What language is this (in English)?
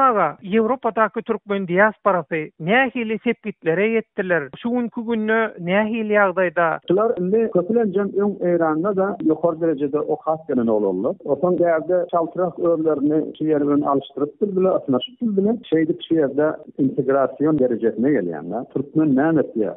Turkmen